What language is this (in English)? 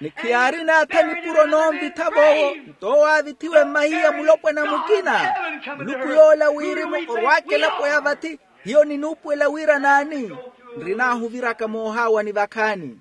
Makhuwa